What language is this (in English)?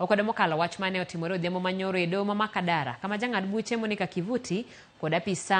Luo (Kenya and Tanzania)